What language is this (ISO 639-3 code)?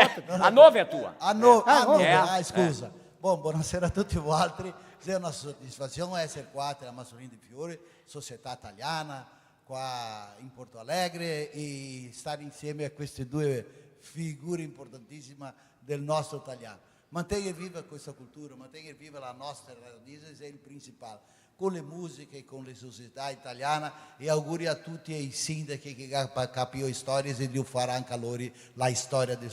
vec